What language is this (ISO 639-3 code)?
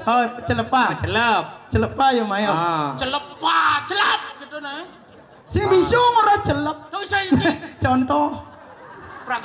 ban